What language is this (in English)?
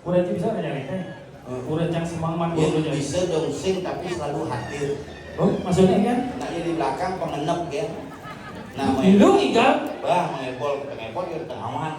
Balinese